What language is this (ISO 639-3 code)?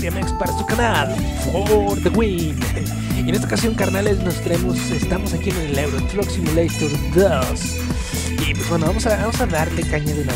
spa